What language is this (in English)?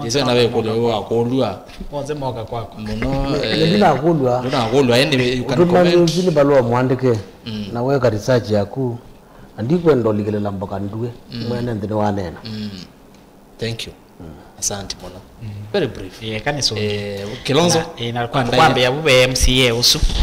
Kamba